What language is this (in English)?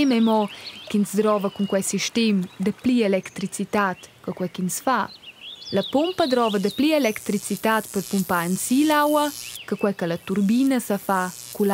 Romansh